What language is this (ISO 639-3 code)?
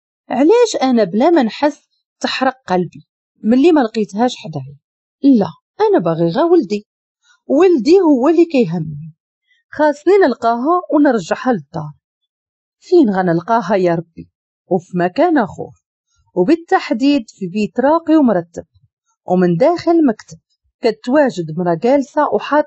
ary